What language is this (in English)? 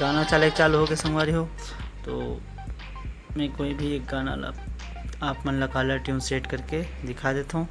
Chhattisgarhi